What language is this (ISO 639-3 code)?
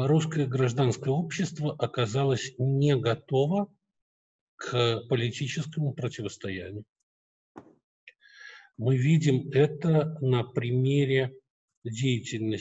rus